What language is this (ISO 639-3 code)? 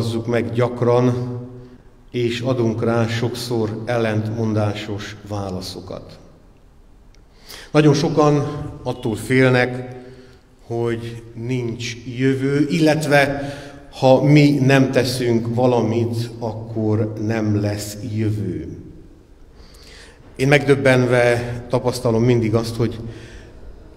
hun